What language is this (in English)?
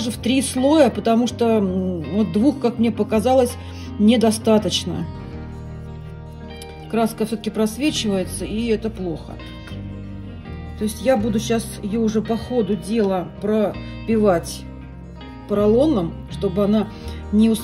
Russian